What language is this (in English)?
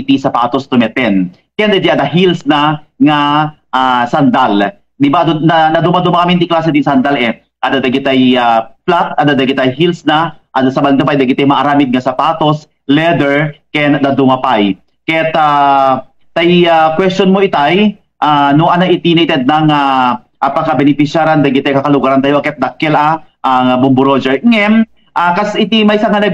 Iloko